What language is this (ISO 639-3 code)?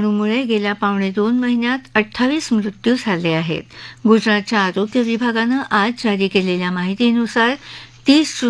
mar